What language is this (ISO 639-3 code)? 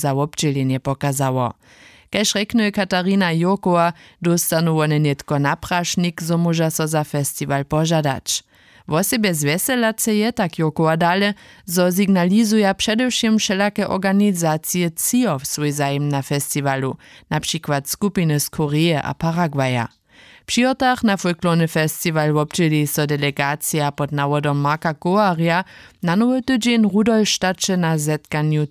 hsb